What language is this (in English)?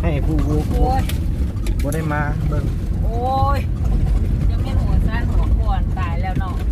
Lao